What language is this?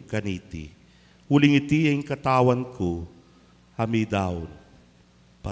Pampanga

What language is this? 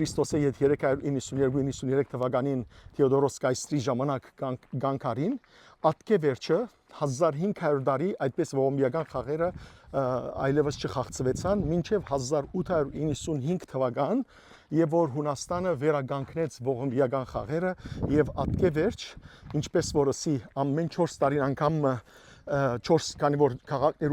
Western Armenian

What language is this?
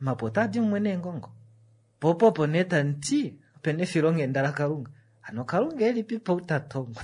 Kuanyama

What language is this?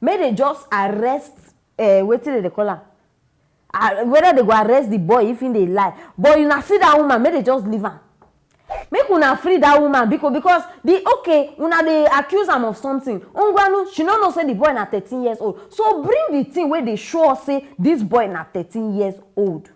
Nigerian Pidgin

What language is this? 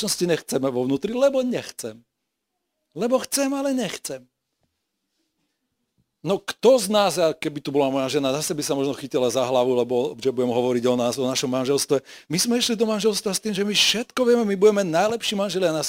Slovak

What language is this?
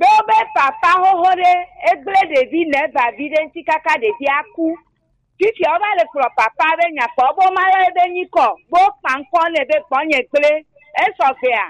Gen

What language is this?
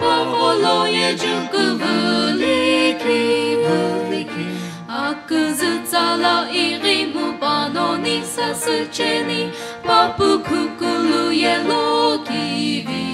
Sumi Naga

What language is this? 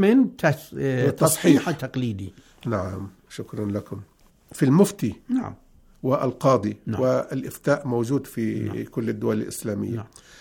Arabic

